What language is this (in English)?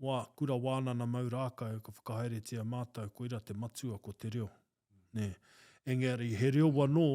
Māori